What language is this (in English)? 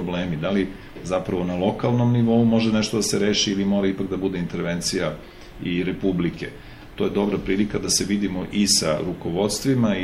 Serbian